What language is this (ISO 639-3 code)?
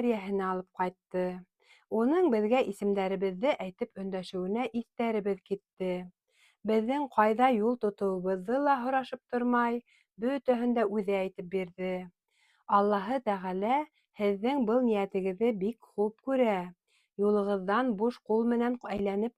bak